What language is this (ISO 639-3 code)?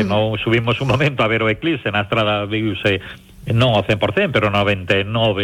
glg